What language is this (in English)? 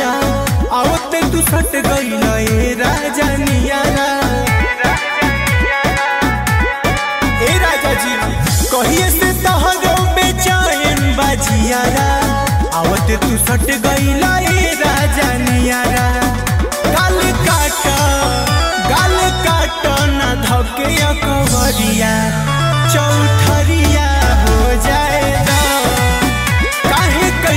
Bhojpuri